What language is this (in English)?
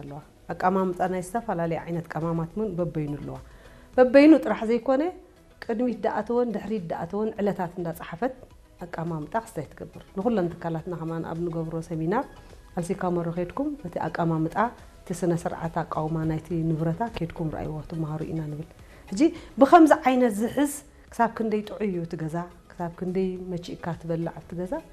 Tigrinya